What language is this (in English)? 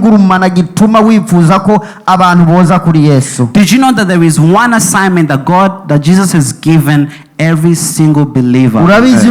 Rundi